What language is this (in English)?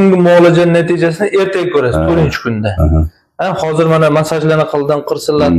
Uzbek